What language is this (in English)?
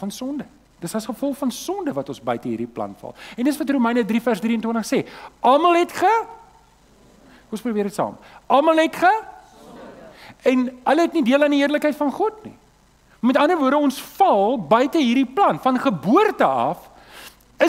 Afrikaans